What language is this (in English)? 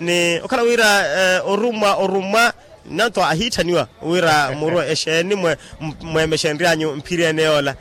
Makhuwa